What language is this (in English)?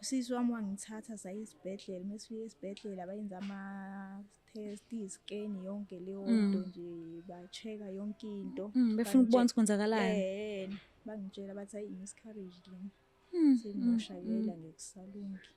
Zulu